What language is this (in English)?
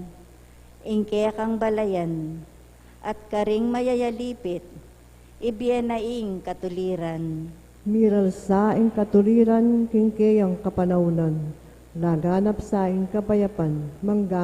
Pampanga